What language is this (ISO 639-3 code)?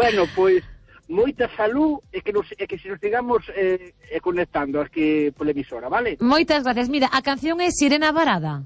glg